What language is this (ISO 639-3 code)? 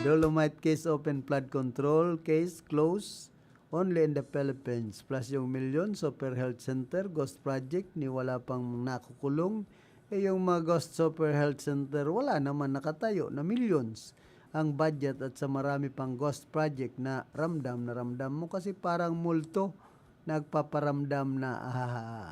bik